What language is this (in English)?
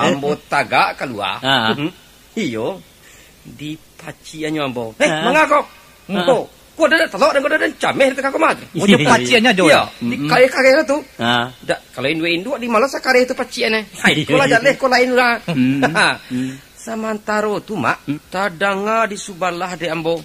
Minangkabau